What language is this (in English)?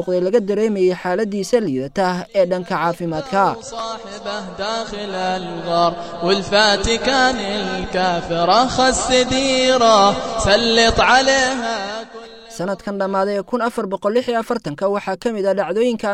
Somali